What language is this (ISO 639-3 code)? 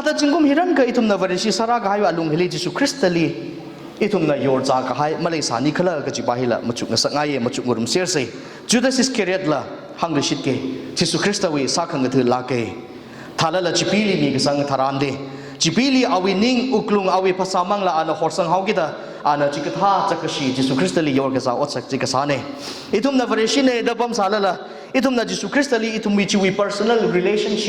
nmf